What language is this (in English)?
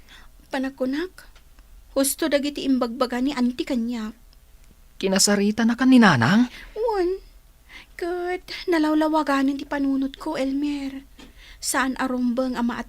Iloko